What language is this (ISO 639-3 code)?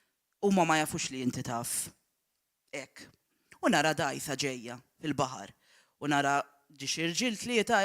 mlt